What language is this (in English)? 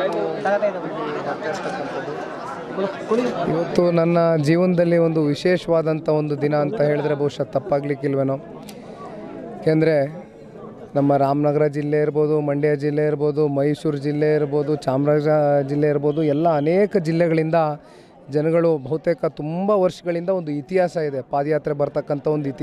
Kannada